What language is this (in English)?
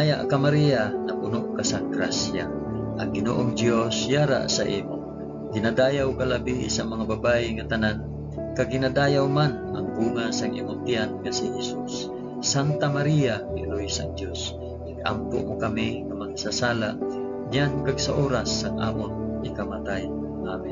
Hiligaynon